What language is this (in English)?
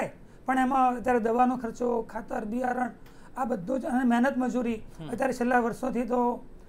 Gujarati